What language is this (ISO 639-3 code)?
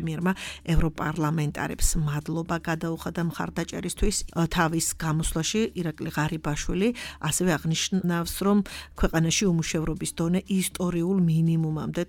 kat